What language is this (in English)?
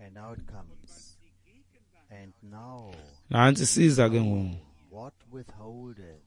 Xhosa